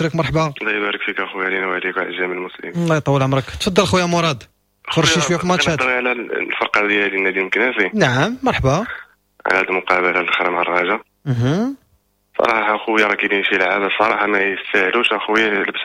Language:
Moroccan Arabic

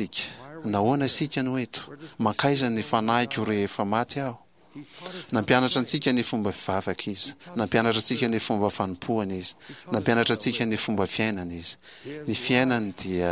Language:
Malagasy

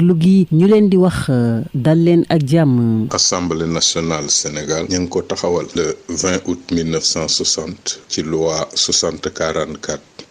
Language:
Wolof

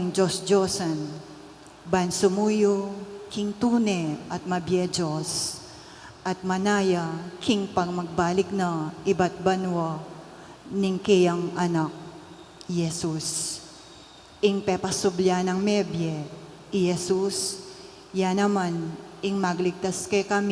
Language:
Pampanga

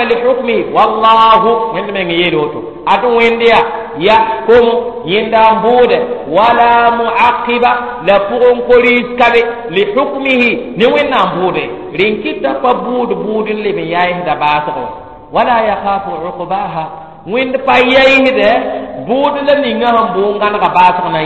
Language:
Mossi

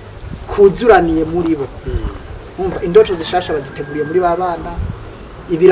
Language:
Rundi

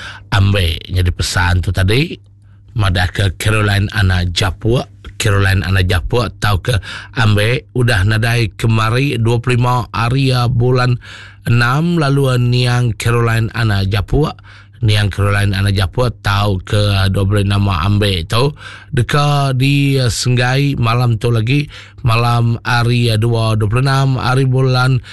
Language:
Iban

